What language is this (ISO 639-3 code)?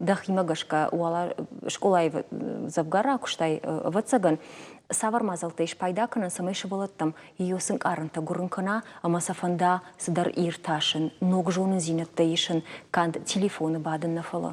oss